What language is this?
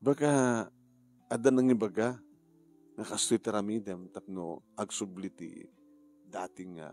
Iloko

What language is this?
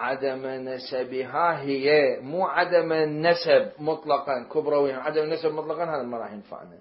Mesopotamian Arabic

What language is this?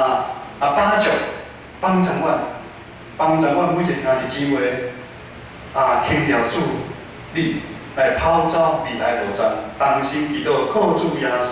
Min Nan Chinese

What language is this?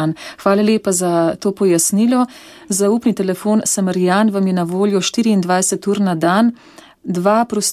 Slovenian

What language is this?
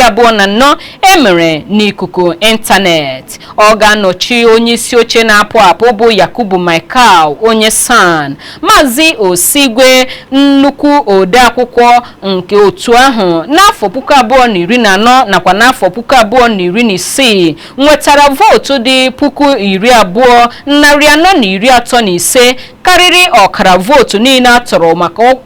Igbo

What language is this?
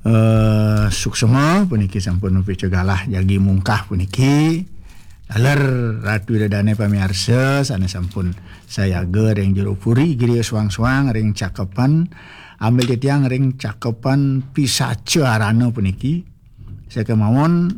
Balinese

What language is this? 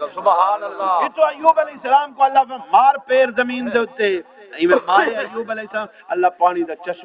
Saraiki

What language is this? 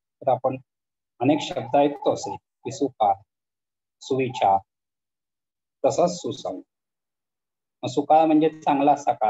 Marathi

